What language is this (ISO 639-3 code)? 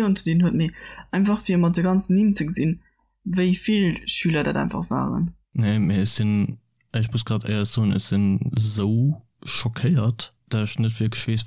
ltz